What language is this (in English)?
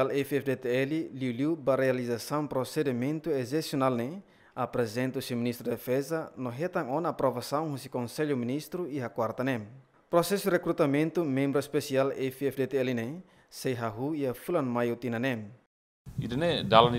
Tetum